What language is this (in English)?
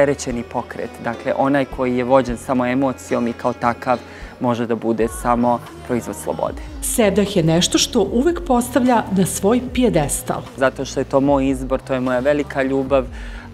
Serbian